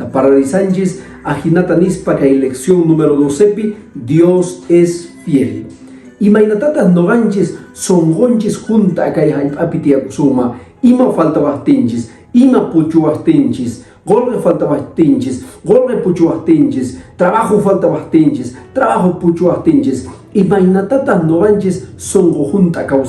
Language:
Quechua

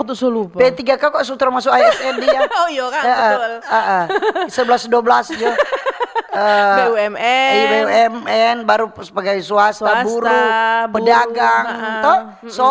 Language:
Manado Malay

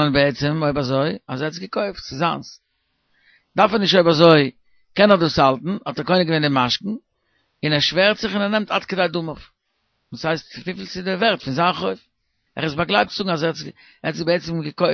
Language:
Yiddish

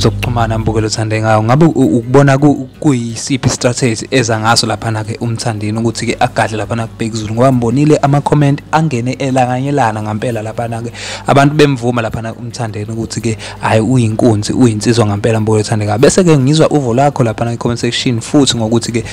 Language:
Zulu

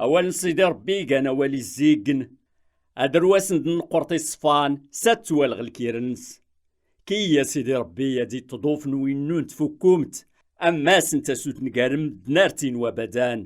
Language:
Kabyle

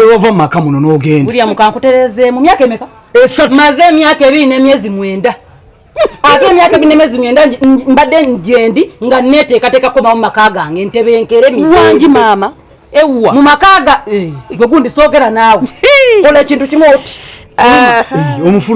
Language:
Ganda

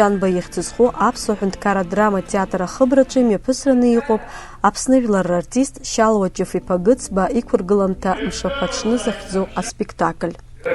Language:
Abkhazian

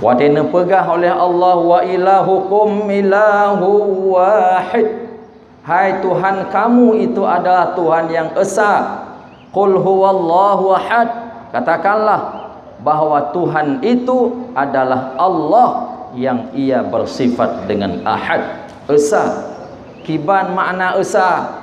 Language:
Achinese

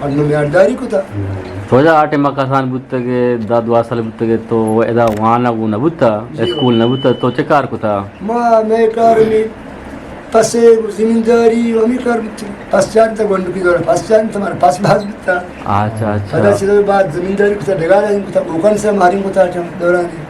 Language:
Eastern Balochi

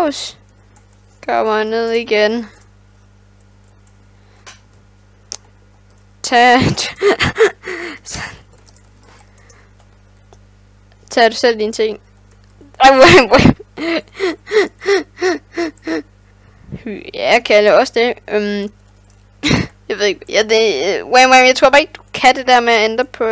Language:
Danish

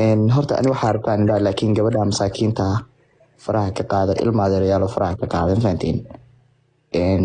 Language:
Somali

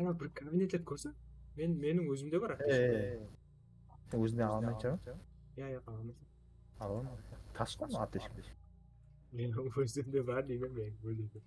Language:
Kara-Kalpak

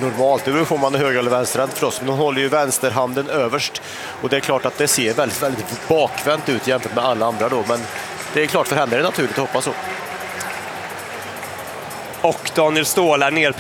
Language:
Swedish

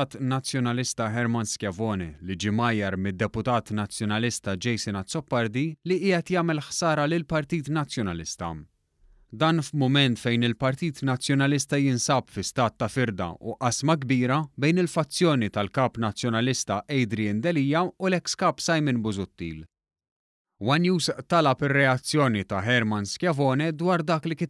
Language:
Maltese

